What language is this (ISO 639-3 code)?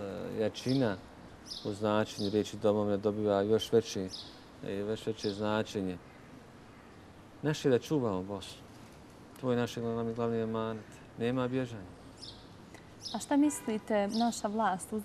bos